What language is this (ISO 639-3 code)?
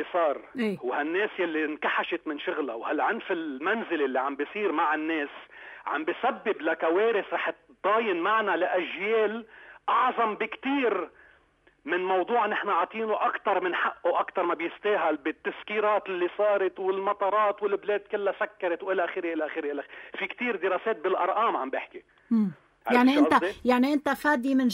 apc